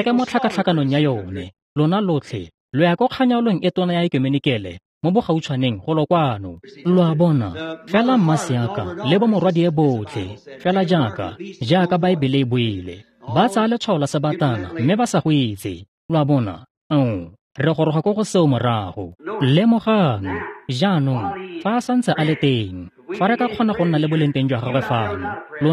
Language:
Tswana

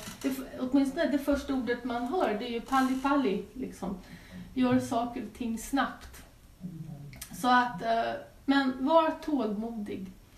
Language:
Swedish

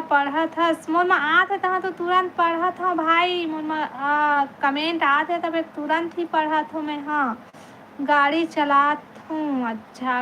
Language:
Chhattisgarhi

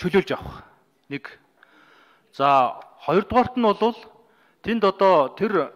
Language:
Mongolian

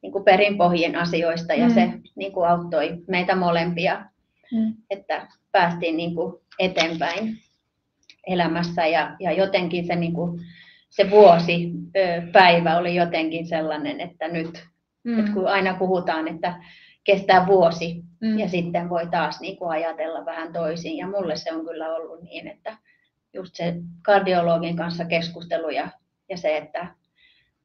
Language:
Finnish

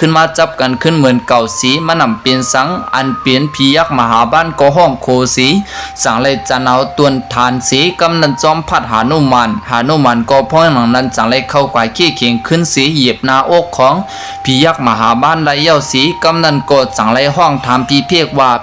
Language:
Shan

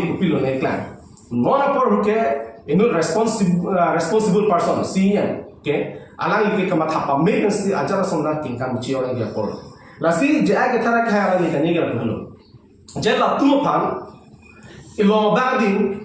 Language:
Karbi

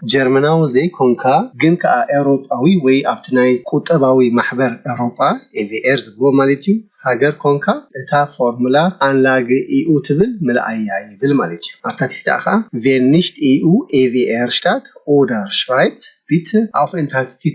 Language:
Tigrinya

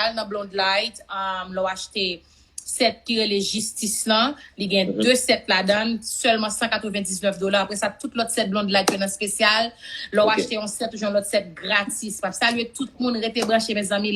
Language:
Haitian Creole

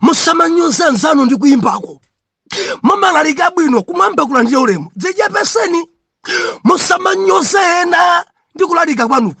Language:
Nyanja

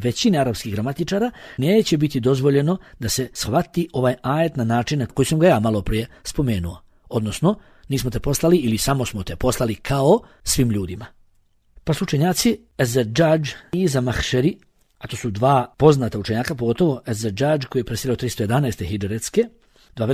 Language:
Bosnian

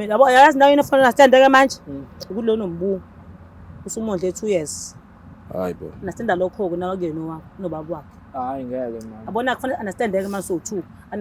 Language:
Zulu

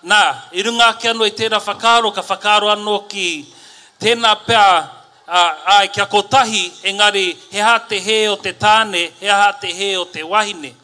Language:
Māori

